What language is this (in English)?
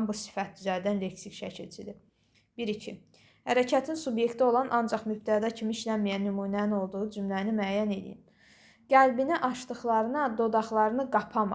Azerbaijani